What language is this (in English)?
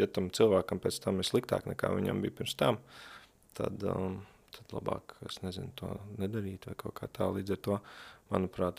Latvian